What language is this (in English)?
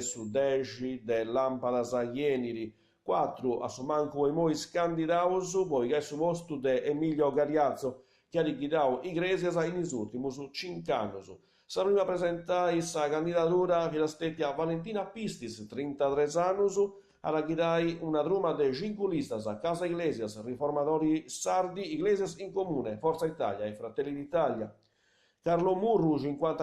Sardinian